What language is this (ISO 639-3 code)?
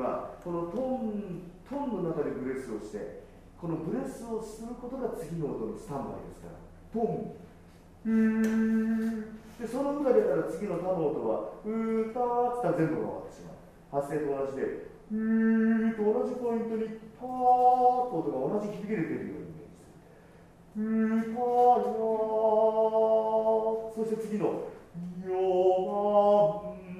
jpn